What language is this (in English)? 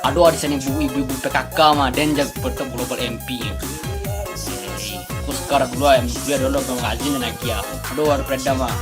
Minangkabau